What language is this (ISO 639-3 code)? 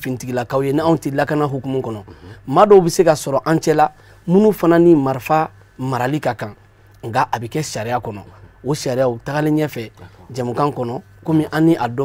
bam